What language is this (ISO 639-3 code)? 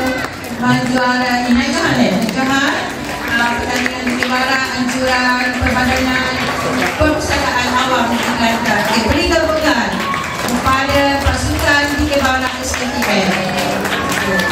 msa